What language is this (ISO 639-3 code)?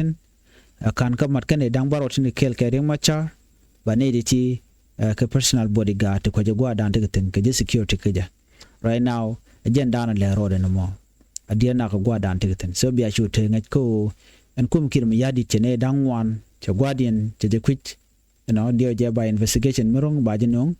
nus